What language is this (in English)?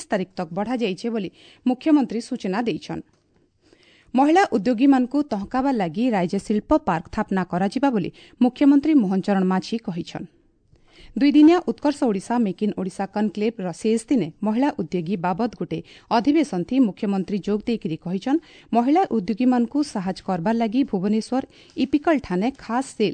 Odia